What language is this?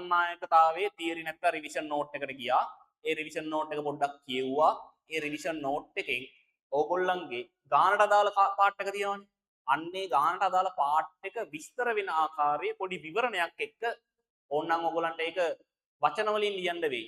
Sinhala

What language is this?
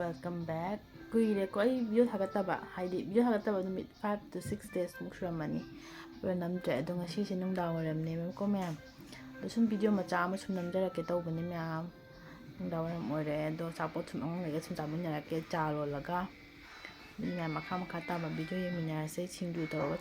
Manipuri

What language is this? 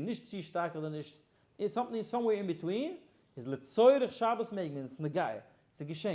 Yiddish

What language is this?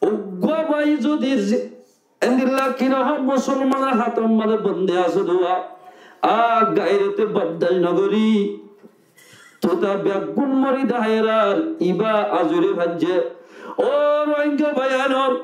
Rohingya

